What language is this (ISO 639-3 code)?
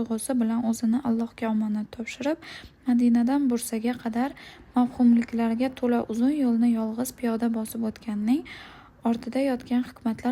uzb